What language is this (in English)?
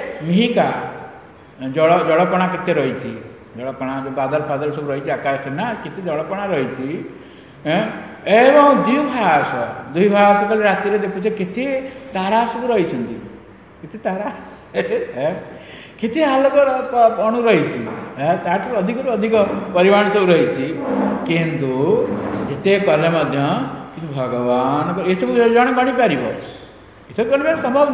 Odia